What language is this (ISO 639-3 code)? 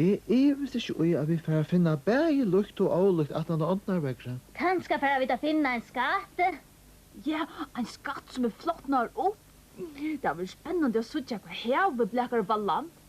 fao